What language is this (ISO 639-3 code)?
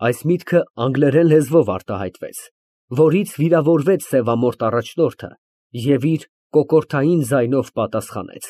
hye